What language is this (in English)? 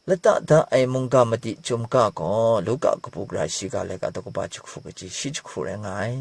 Kachin